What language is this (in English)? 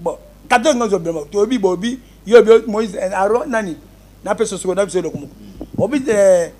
Lingala